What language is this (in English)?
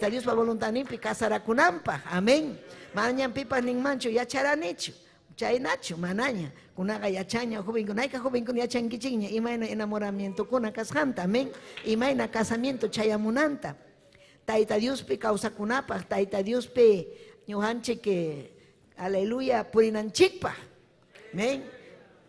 Ayacucho Quechua